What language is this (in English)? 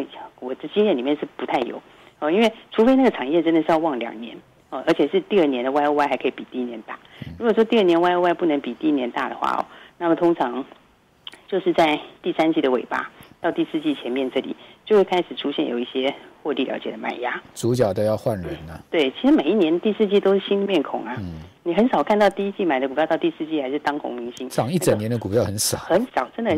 Chinese